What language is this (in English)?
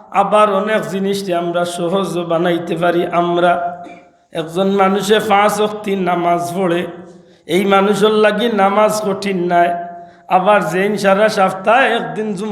Sylheti